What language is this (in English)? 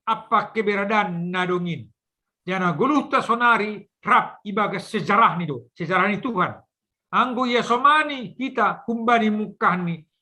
Batak Simalungun